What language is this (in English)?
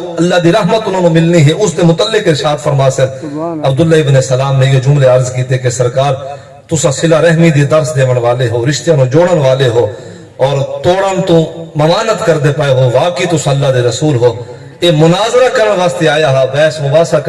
Saraiki